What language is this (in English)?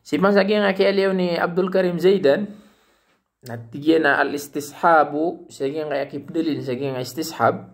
Maranao